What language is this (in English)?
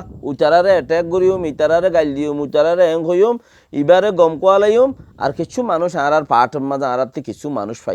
Rohingya